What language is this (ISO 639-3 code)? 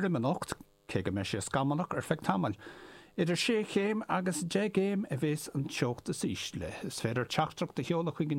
gle